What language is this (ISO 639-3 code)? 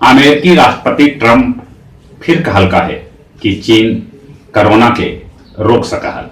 mag